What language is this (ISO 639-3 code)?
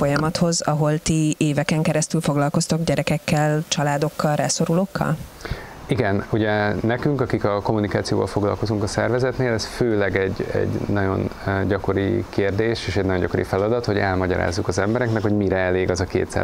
hun